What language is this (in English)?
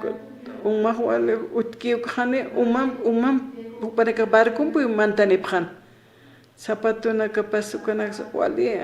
Aymara